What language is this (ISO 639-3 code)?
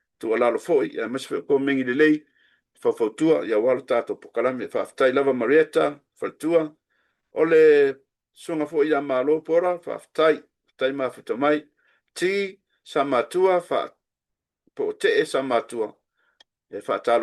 smo